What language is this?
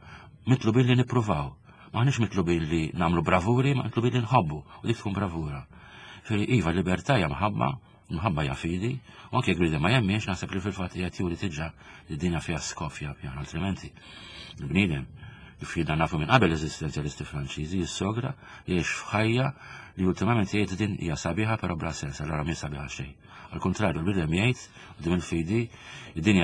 Maltese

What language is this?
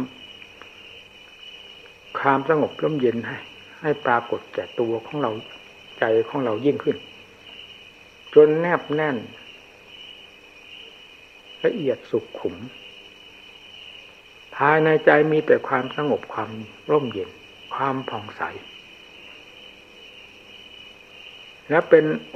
Thai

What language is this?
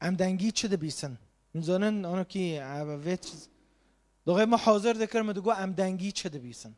Kurdish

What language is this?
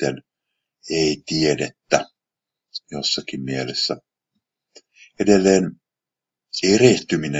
Finnish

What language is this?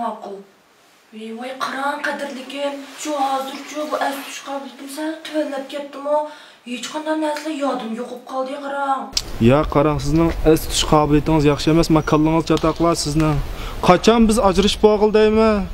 Uyghur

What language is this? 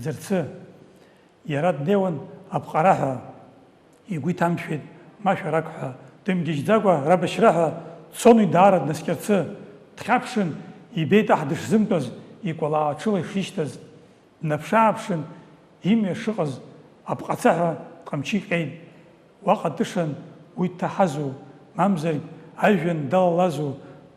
Abkhazian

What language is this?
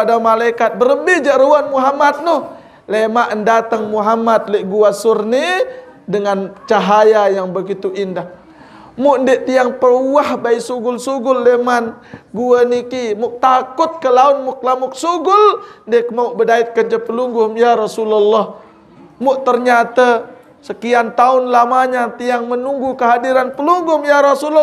Sasak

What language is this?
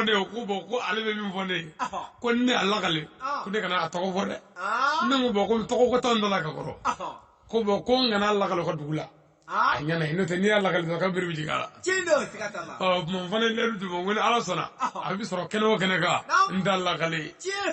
Bambara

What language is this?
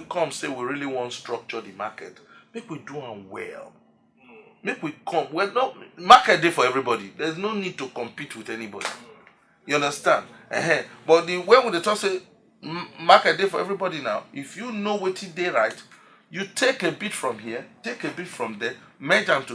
Nigerian Pidgin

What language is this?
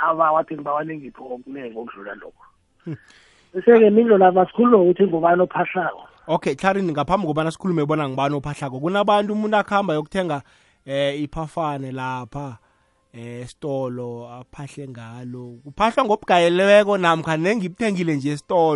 South Ndebele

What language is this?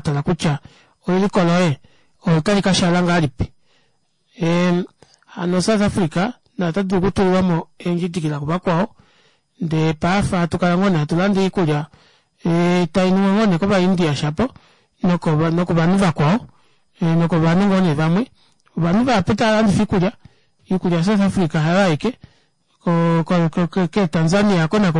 Kuanyama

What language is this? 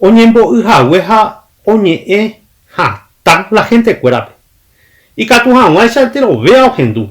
Guarani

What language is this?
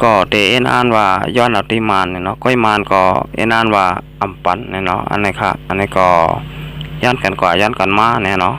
Shan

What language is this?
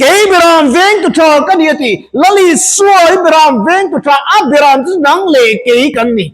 Mizo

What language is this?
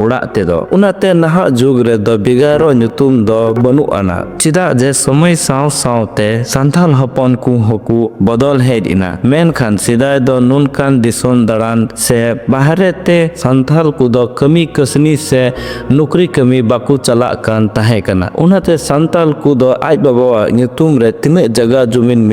Santali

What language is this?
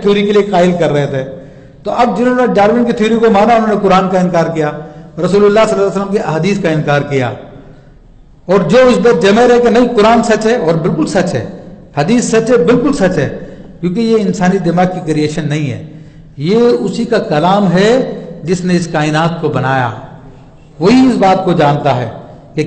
Urdu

